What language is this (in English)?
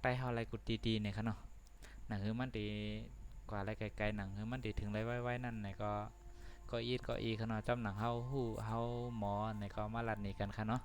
Shan